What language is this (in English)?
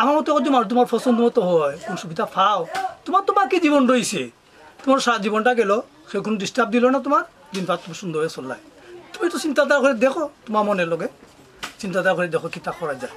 Sylheti